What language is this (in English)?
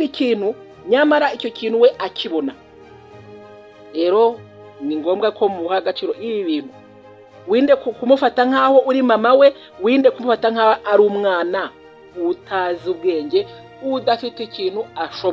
Kinyarwanda